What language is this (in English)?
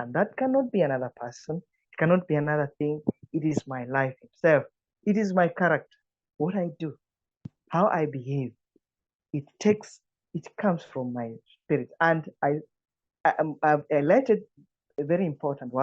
English